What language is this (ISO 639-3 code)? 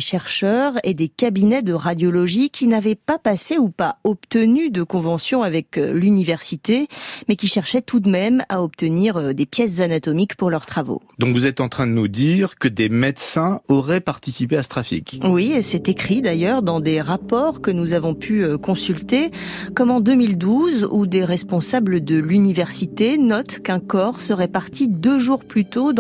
fra